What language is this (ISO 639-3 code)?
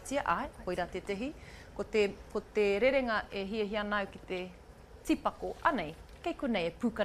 mri